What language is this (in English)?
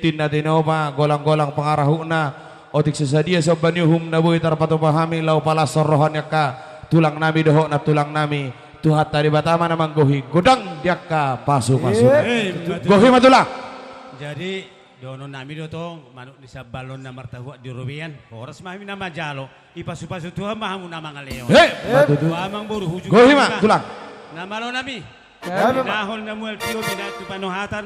Batak Toba